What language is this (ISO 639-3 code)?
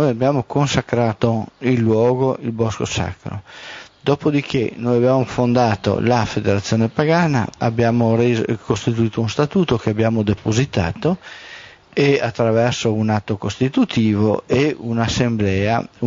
ita